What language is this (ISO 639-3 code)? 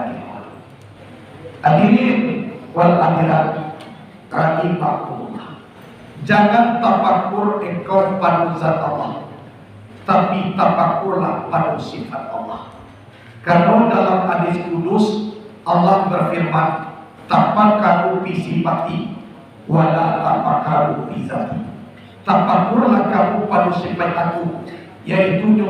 min